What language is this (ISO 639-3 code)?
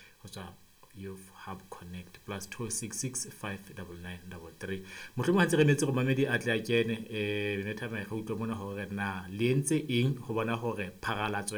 sot